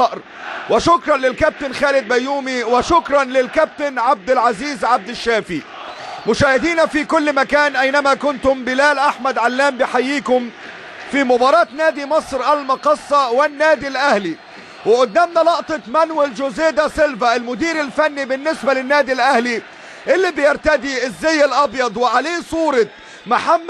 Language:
Egyptian Arabic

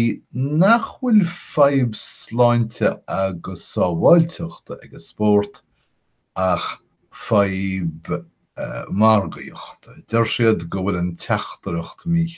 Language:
Irish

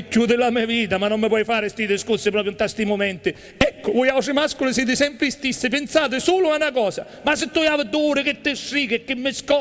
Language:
Sicilian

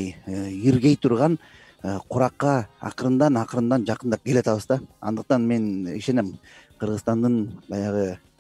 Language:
Kyrgyz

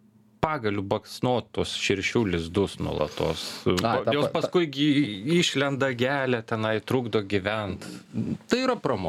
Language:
Lithuanian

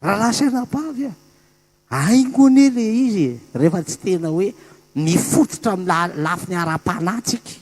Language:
Malagasy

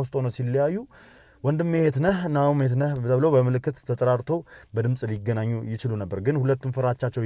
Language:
Amharic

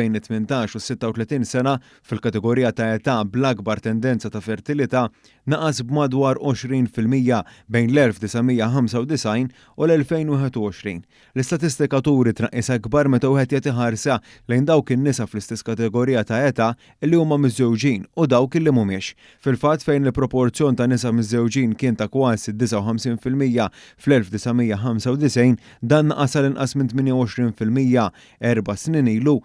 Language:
Maltese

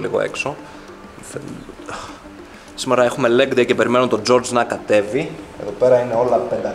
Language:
Greek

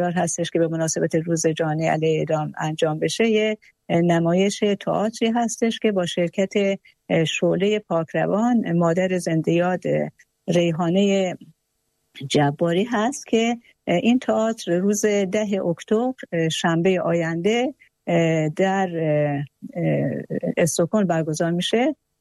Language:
Persian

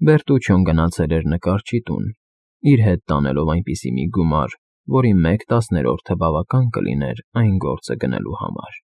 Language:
Armenian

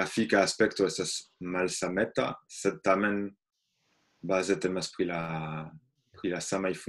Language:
Esperanto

